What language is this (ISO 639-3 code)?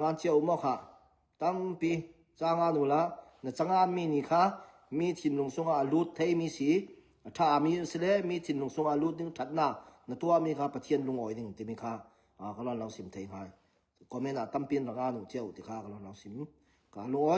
cnh